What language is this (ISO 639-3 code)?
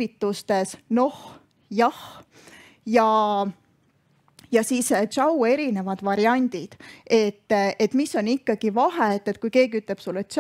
est